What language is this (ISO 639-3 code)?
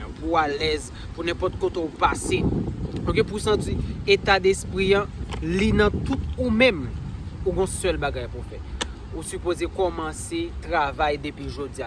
hat